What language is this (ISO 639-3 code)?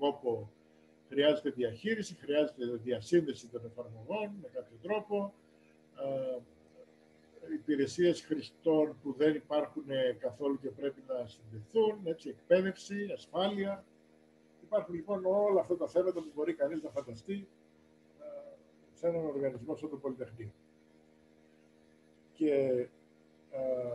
ell